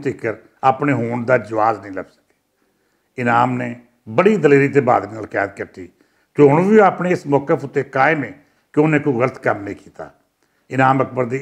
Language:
Western Panjabi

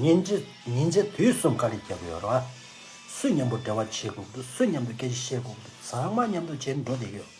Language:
Tibetan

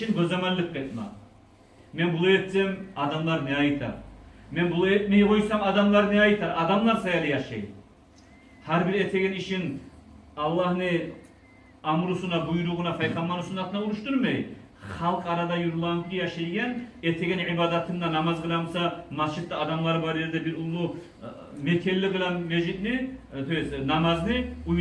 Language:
Kumyk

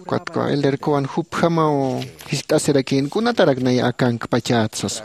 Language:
Aymara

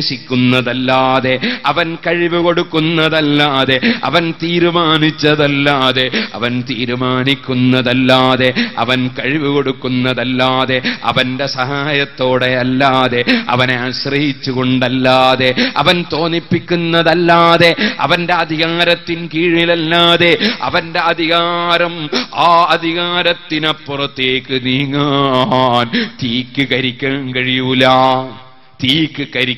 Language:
Malayalam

